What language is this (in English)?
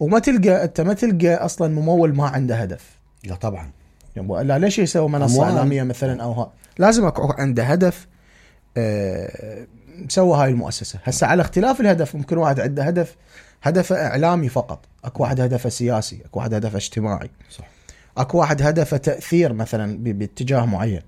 Mesopotamian Arabic